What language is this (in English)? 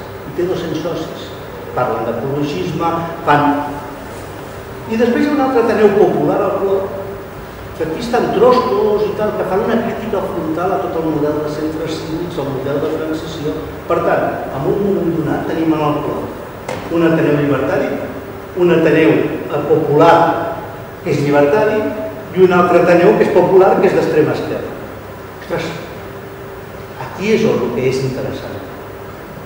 Catalan